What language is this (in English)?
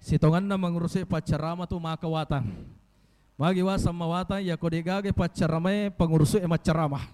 Buginese